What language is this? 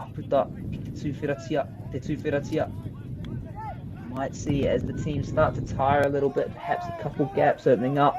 Māori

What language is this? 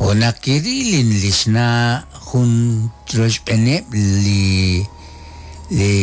Kekchí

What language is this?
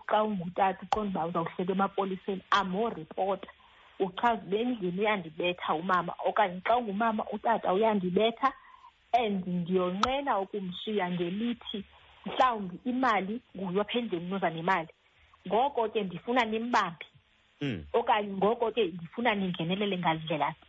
Xhosa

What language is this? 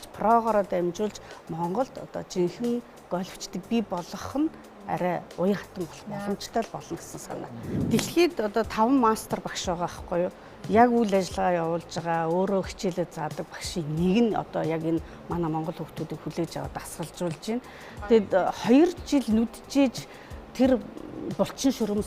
Mongolian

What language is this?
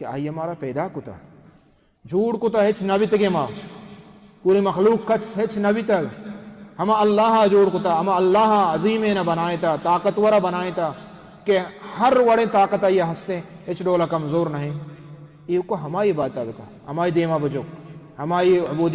Baluchi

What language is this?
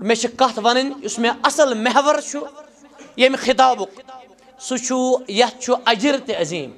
Kashmiri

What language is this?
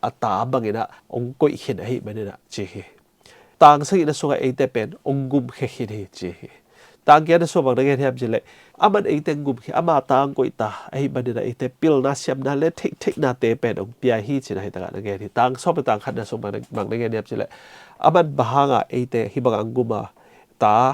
Tedim Chin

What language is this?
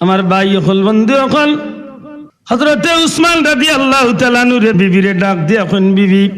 Sylheti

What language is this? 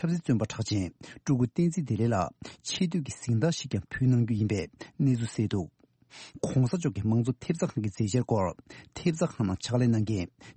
Tibetan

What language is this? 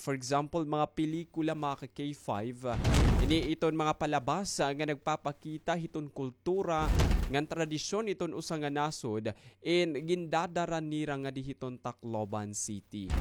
Waray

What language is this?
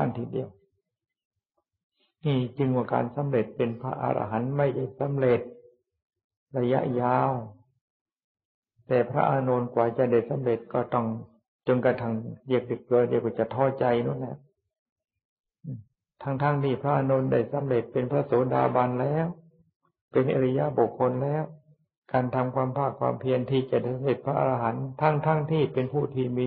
Thai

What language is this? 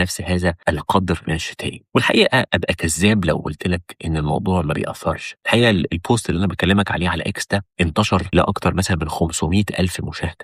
Egyptian Arabic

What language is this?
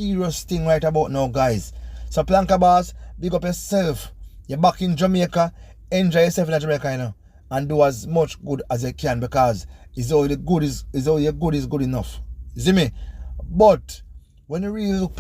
Jamaican Creole English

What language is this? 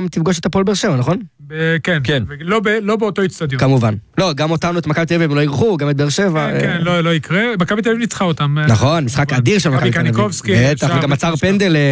Hebrew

